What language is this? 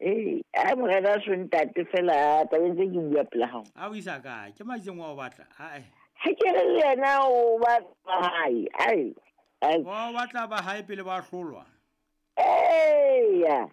Southern Sotho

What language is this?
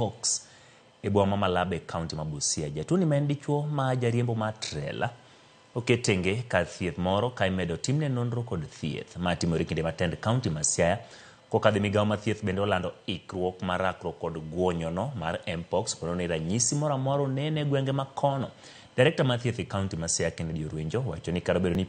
Luo (Kenya and Tanzania)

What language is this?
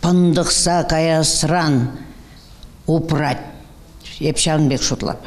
Chuvash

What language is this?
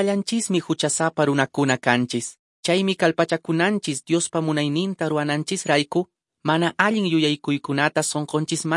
Quechua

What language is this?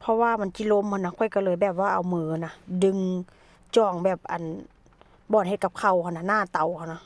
Lao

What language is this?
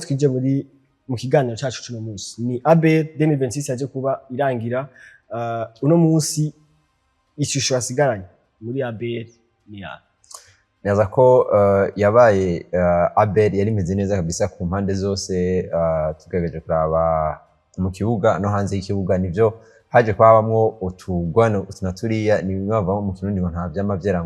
Rundi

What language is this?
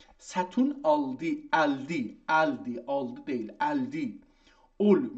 South Azerbaijani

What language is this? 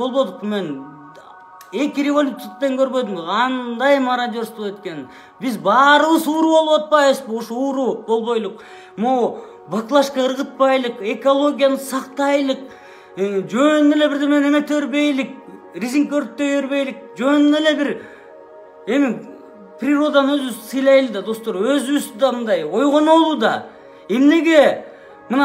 Kyrgyz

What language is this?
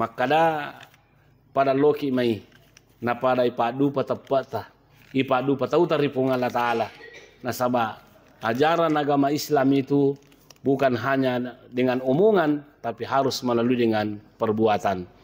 Buginese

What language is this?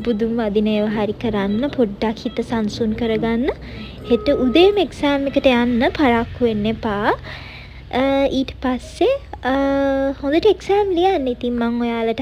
Sinhala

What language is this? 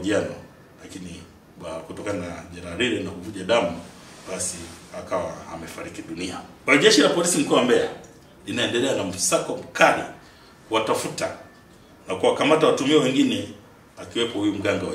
Swahili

